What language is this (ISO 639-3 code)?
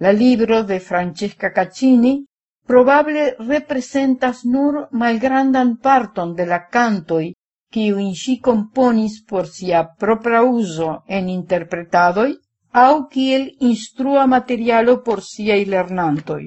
epo